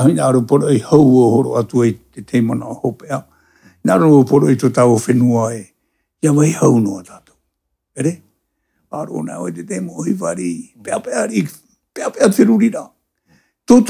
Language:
Tahitian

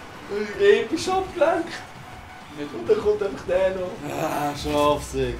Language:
Swiss German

